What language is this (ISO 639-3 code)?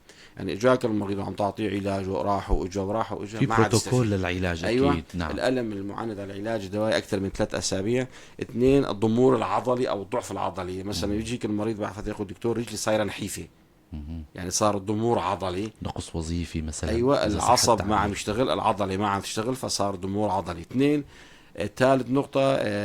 apc